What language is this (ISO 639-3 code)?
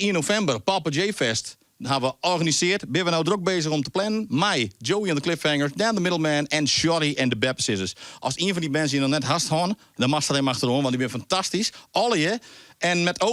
fry